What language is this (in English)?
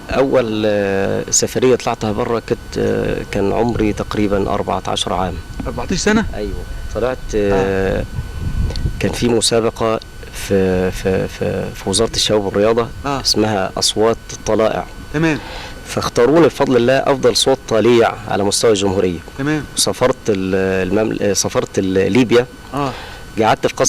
Egyptian Arabic